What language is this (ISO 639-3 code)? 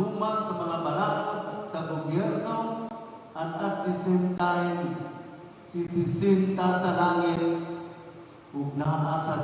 ceb